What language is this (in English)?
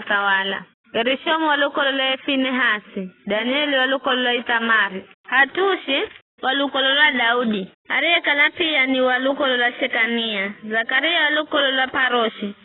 Giryama